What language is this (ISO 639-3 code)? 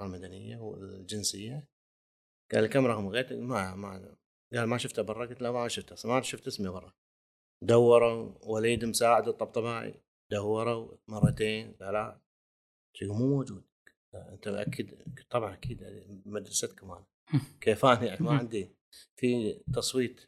afb